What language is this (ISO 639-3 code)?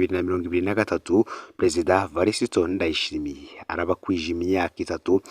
run